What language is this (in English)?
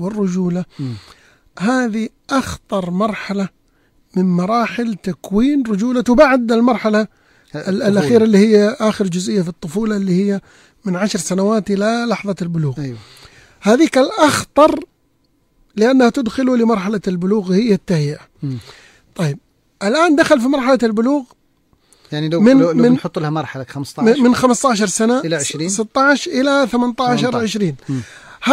Najdi Arabic